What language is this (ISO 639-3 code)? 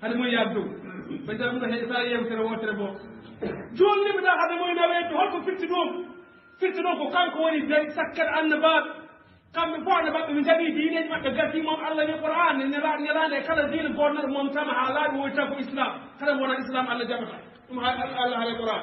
ful